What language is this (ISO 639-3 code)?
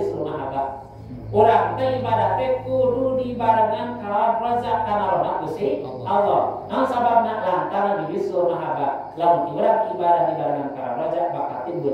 sun